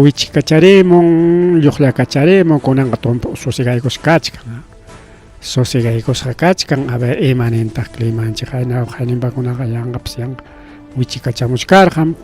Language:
Ayacucho Quechua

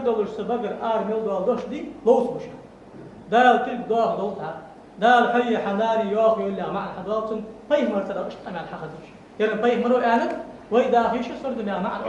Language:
Ingush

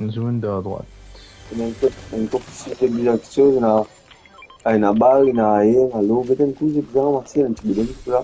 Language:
Morisyen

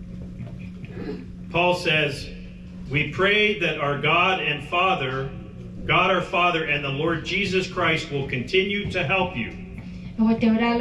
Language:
S'gaw Karen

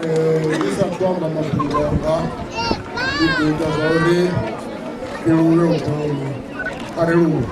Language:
Venda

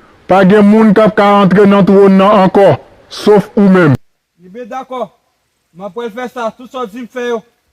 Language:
Haitian Creole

